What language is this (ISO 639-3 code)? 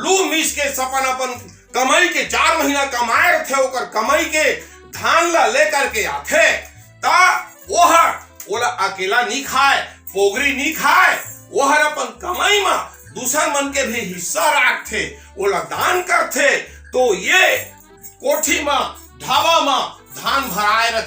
hne